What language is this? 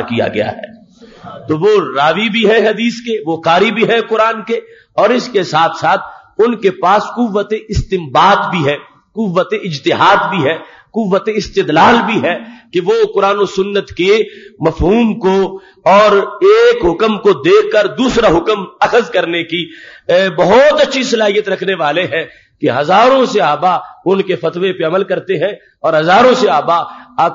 Urdu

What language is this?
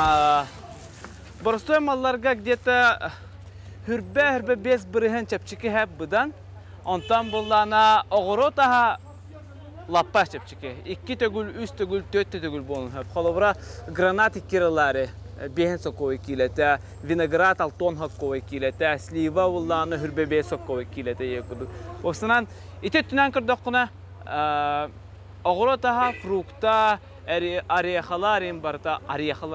Yakut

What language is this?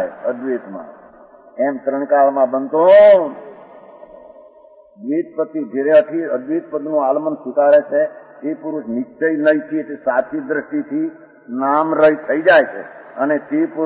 Gujarati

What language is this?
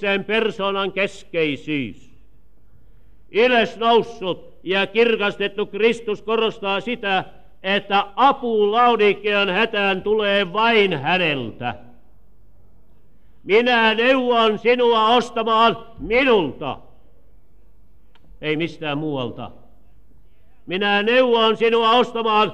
Finnish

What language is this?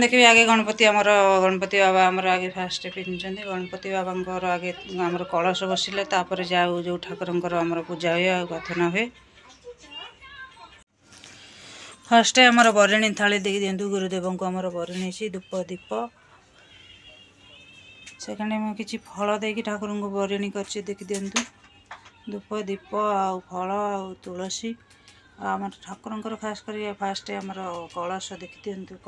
Odia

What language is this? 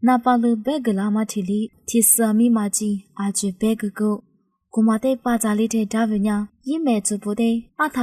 Lisu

